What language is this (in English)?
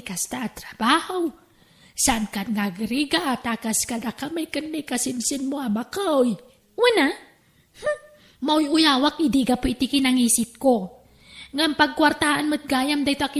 Iloko